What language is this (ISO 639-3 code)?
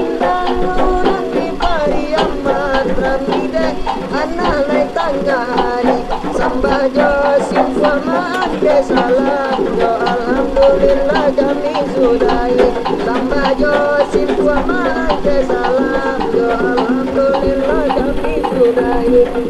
min